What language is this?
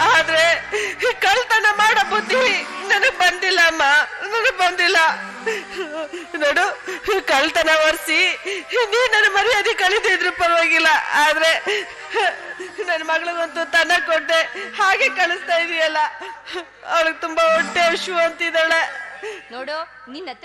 Kannada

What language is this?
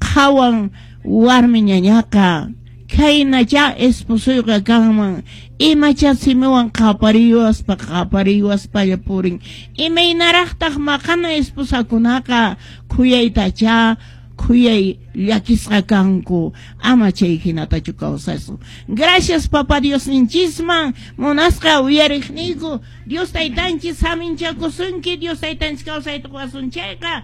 Quechua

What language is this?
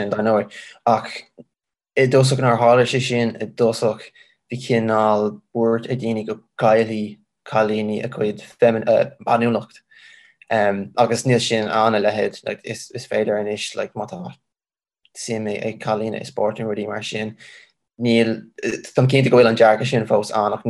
Irish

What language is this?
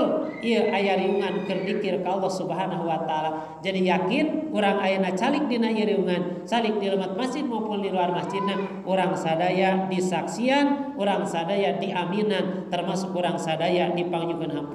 Sundanese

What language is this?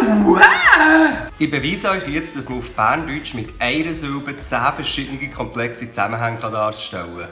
Swiss German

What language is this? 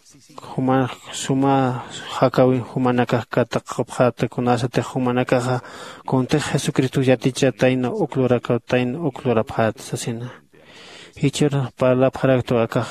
Aymara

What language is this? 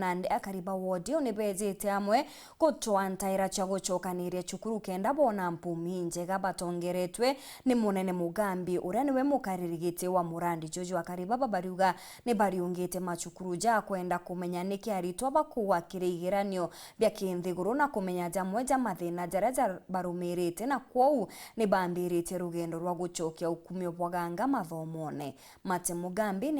Meru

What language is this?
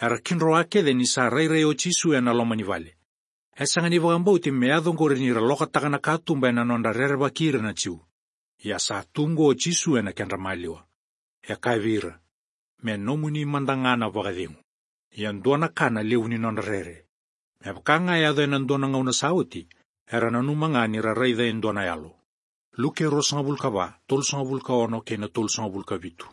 Fijian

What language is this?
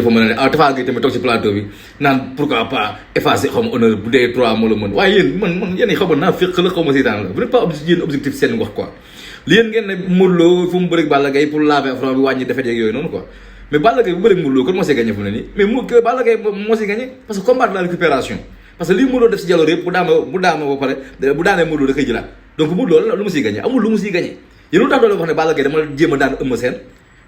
Wolof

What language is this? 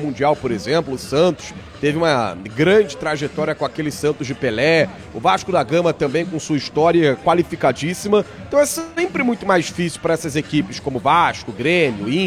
Portuguese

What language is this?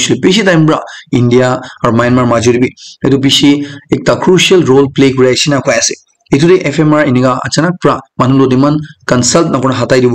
Naga Pidgin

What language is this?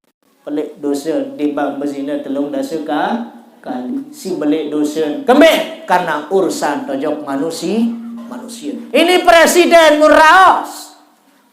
Sasak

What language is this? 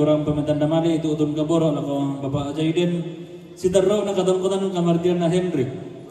Toraja-Sa'dan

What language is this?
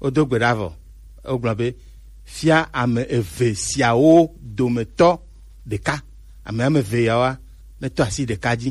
Gen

